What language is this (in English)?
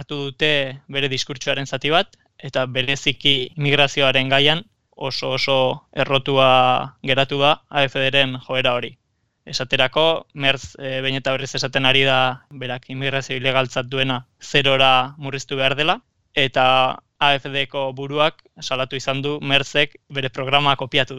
Basque